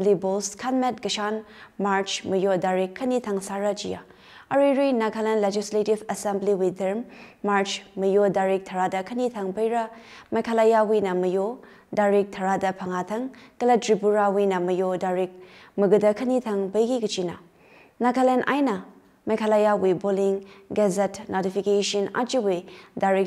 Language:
Tangkhul Naga (India)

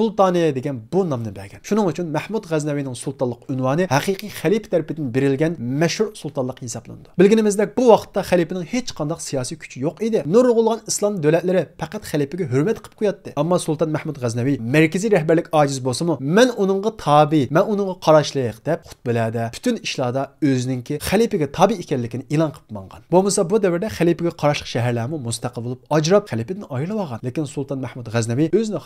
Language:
Uyghur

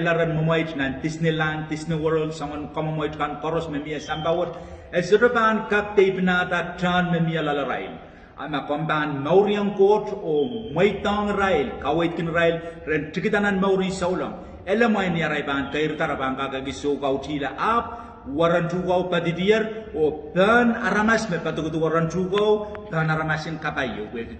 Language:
Pohnpeian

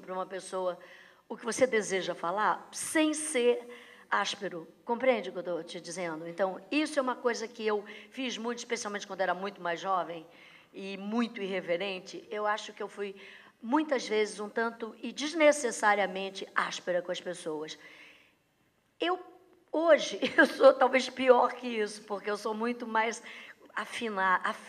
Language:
Portuguese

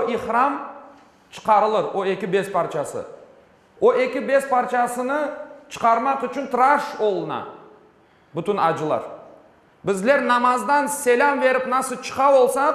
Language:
Crimean Tatar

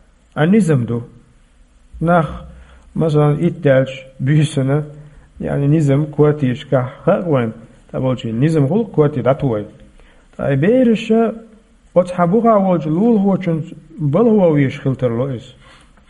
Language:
Chechen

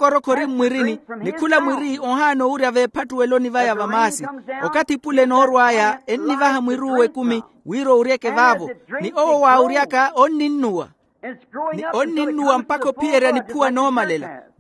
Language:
Makhuwa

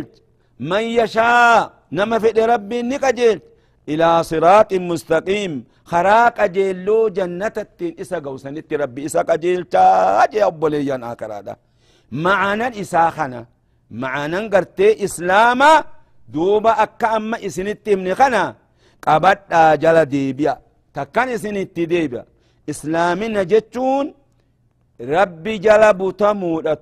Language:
Oromo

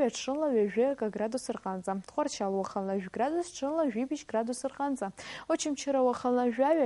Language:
Abkhazian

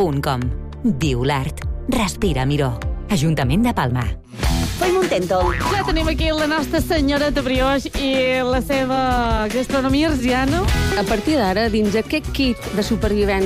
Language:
Catalan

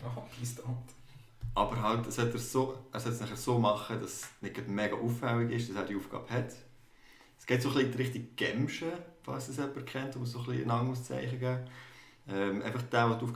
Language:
Swiss German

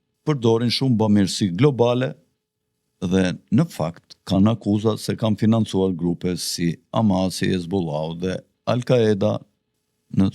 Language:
Albanian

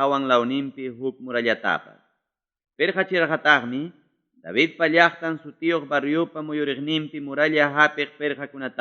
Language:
Ayacucho Quechua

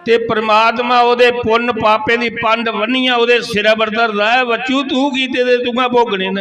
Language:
Dogri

